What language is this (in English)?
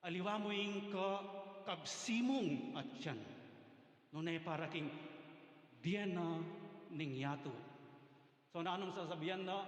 Pampanga